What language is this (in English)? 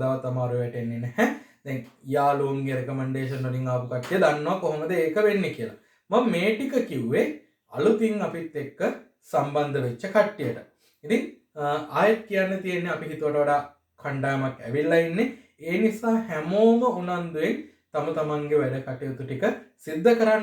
Sinhala